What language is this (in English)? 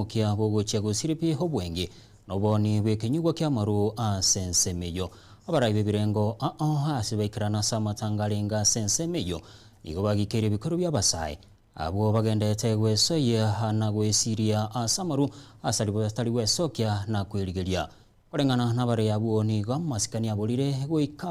Gusii